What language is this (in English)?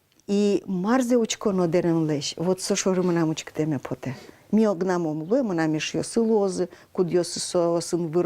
Udmurt